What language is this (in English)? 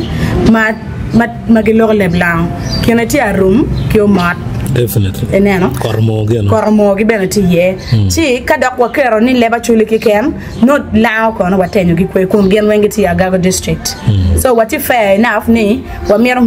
Acoli